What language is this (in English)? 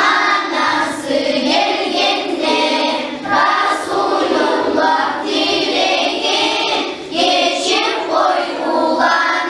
Kumyk